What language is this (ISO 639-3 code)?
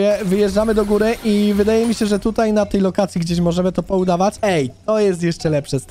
pol